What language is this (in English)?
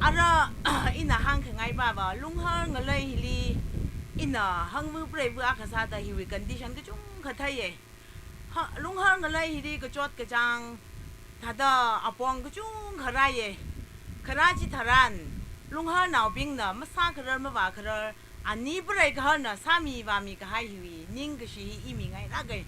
Tangkhul Naga (India)